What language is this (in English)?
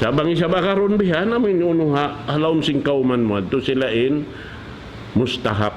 Tausug